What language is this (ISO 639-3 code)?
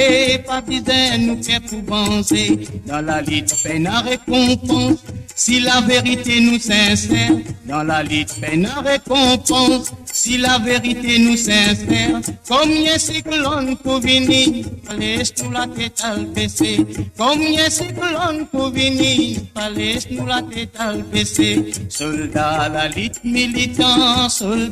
mfe